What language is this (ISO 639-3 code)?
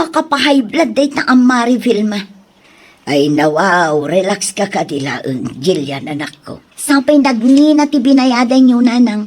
ilo